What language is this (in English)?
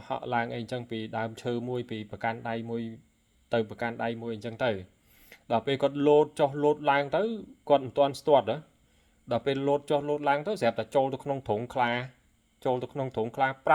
Khmer